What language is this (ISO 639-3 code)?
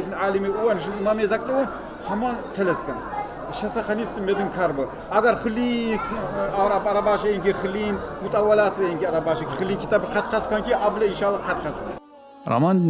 tkr